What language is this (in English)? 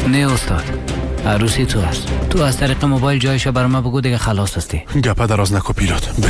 Persian